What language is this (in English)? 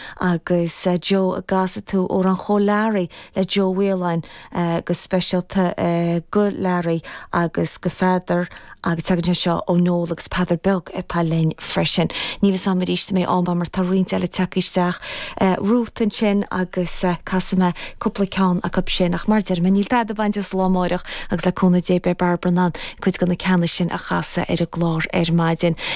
Irish